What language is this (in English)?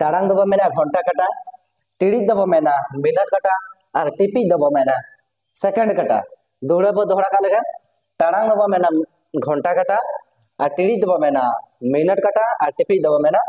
Santali